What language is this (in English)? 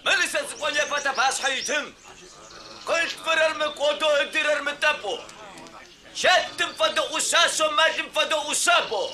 Adyghe